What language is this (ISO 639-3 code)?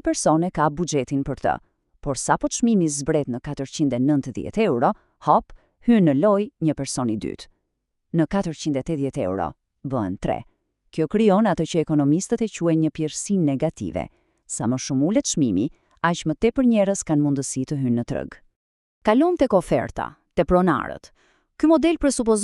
sqi